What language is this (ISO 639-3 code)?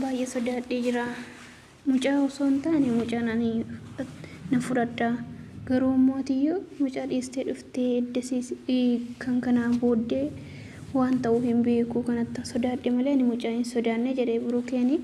orm